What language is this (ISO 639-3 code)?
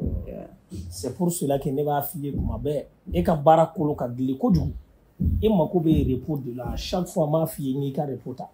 bam